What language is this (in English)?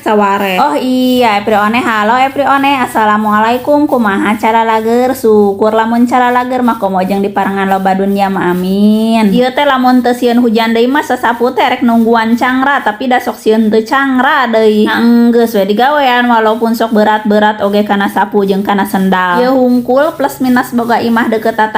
Sundanese